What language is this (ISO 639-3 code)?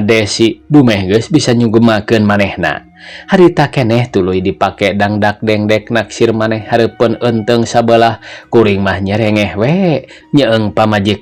sun